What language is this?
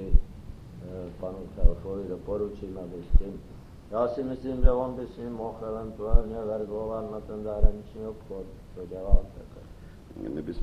Czech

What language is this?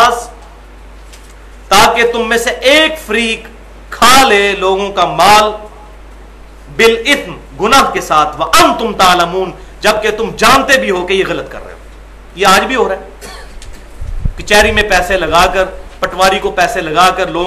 Urdu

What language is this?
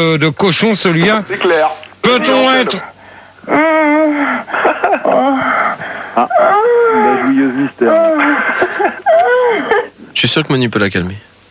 French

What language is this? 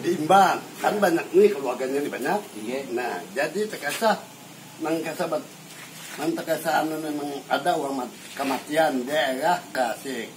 Banjar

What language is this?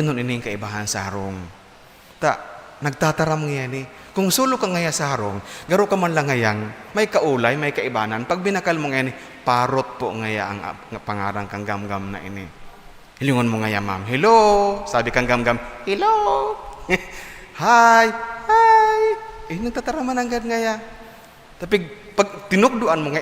Bikol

